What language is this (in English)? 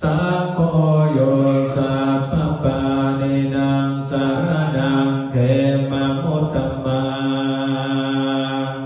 Pali